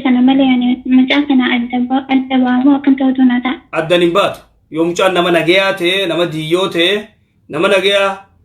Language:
Oromo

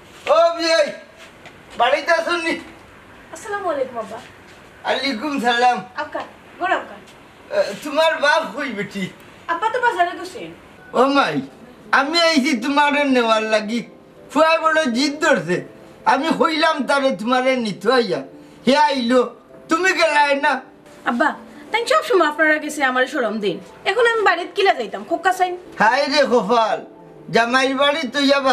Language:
Sylheti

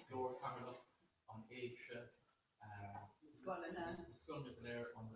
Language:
Irish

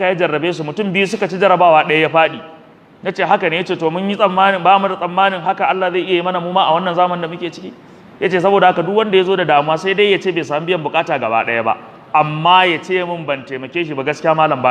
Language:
Hausa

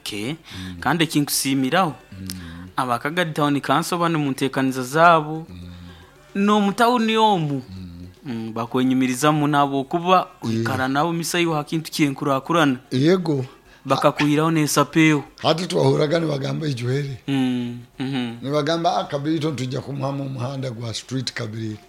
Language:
Nyoro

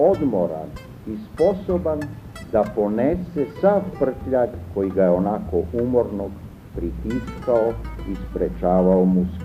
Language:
Serbian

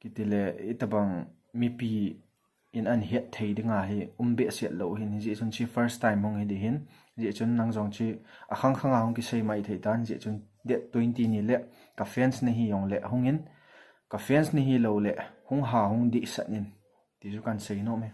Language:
Thado Chin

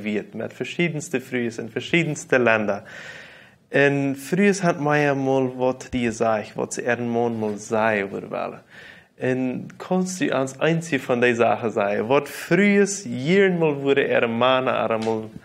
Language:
Plautdietsch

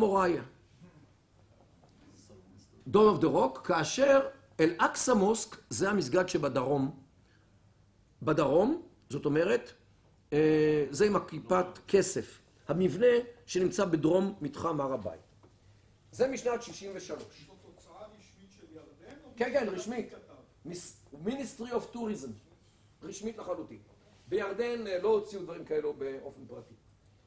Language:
Hebrew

